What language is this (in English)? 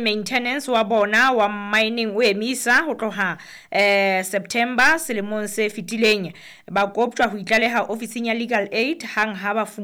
Southern Sotho